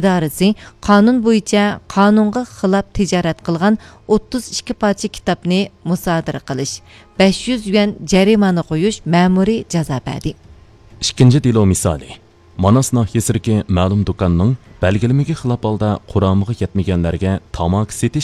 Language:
Uyghur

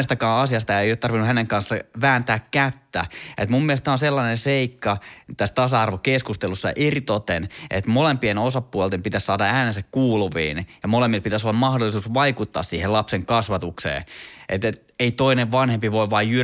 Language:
Finnish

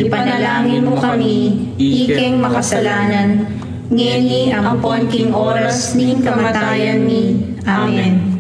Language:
Pampanga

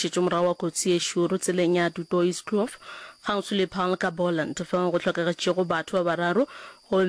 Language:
Northern Sotho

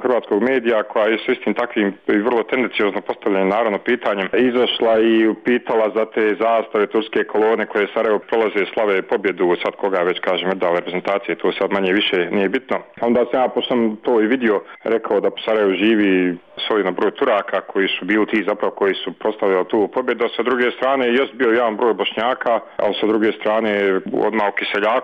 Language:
Bosnian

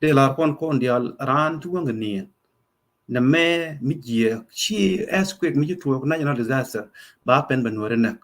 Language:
Nuer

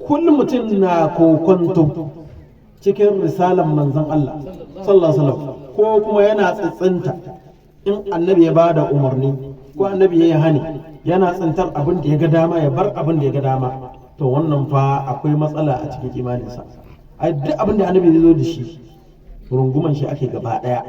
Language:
Hausa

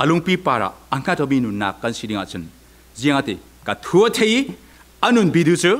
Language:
Falam Chin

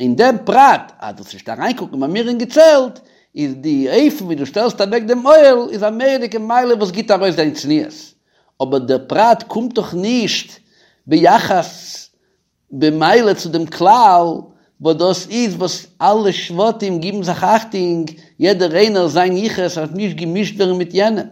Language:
Yiddish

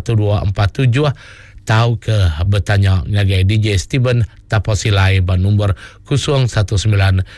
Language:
Iban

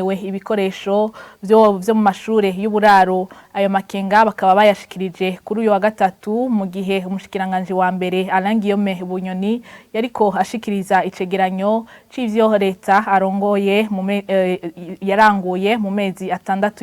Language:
Rundi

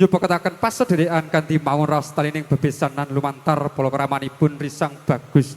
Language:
Javanese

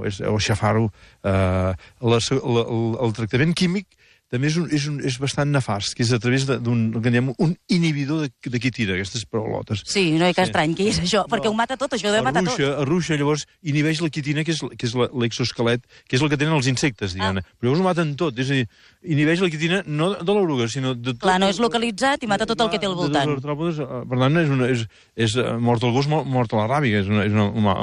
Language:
Catalan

